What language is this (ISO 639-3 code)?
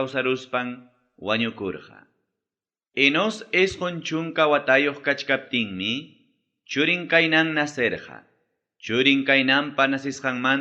quy